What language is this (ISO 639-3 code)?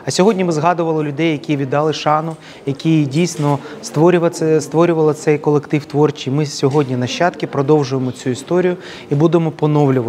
ukr